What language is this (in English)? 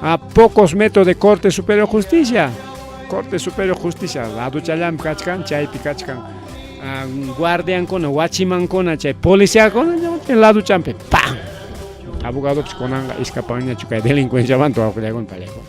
Ayacucho Quechua